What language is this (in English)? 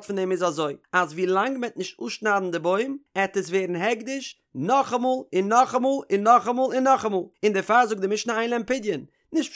Yiddish